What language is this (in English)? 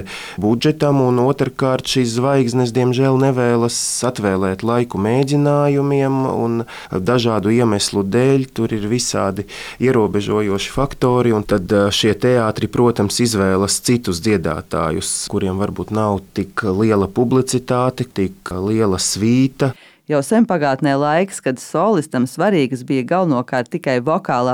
Latvian